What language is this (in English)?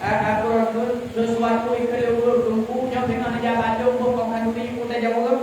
Achinese